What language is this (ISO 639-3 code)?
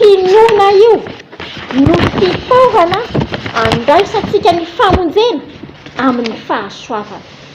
mlg